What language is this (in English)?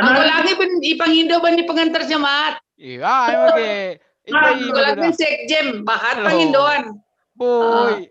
Batak Simalungun